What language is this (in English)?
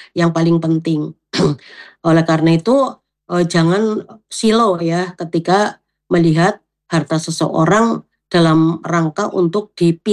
Indonesian